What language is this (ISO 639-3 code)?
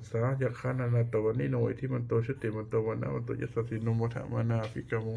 pli